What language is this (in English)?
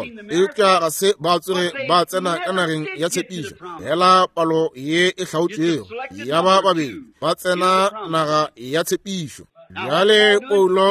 Northern Sotho